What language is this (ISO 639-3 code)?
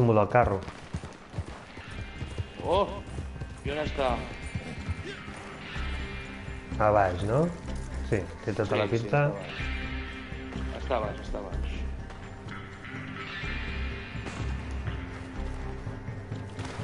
cat